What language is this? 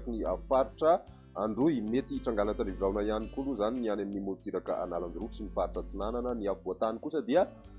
Malagasy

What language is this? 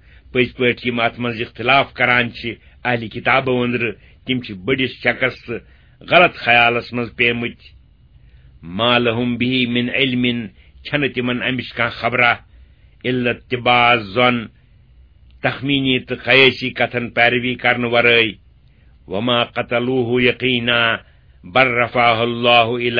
Kashmiri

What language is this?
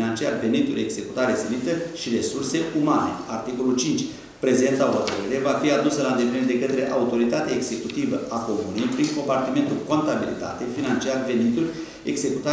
Romanian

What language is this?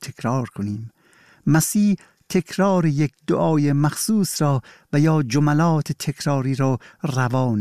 Persian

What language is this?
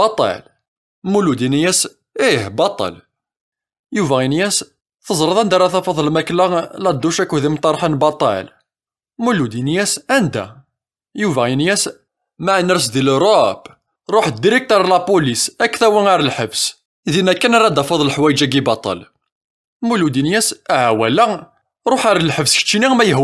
Kabyle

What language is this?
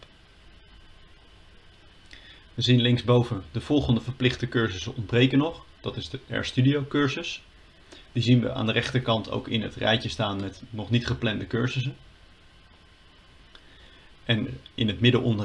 Dutch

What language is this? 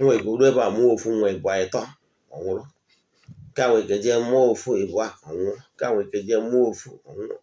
Igbo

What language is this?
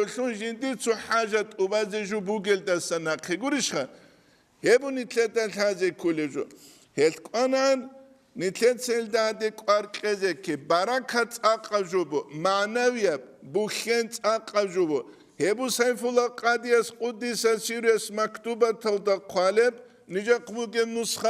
Avaric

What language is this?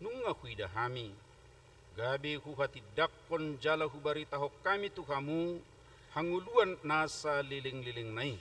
Batak Toba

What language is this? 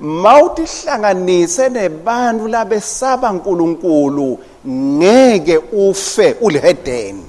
Swati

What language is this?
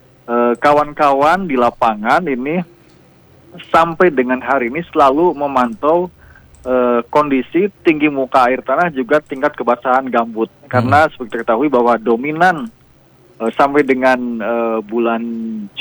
Indonesian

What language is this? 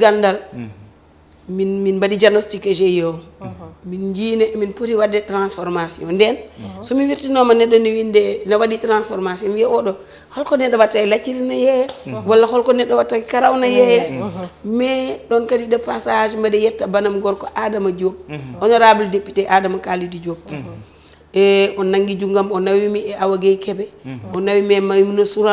Fula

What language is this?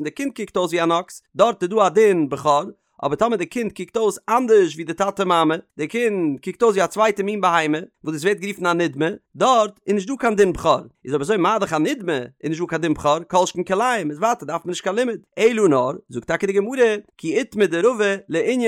Yiddish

